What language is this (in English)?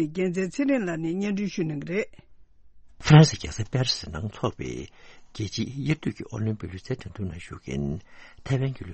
Tibetan